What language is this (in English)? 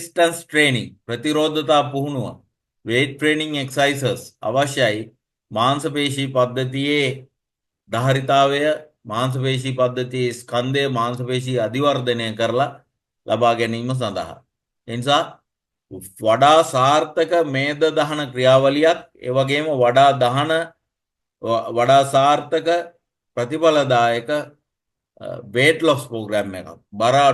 Sinhala